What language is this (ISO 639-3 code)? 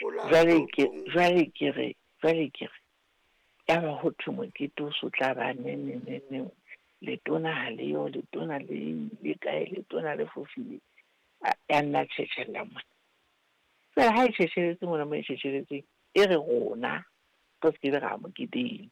sot